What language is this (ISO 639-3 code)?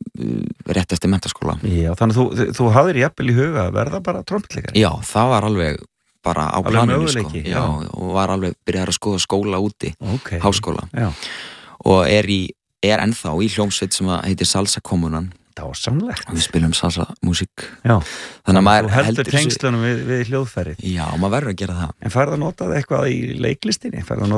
isl